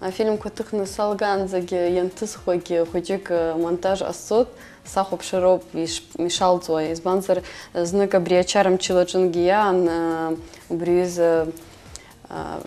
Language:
Abkhazian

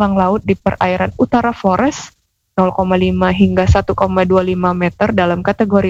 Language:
Indonesian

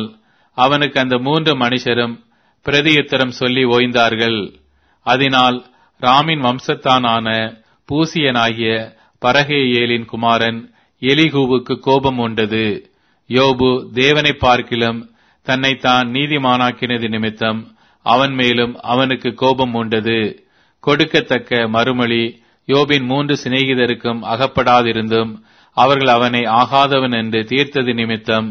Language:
Tamil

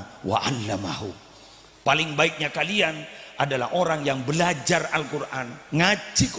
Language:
Madurese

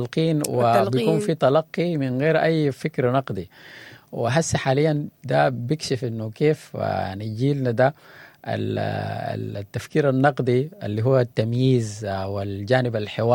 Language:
Sudanese Arabic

